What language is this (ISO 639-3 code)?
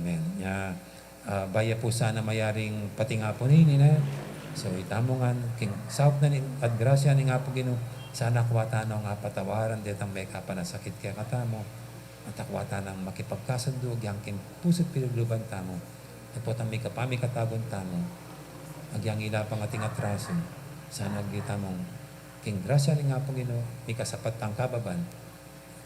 pam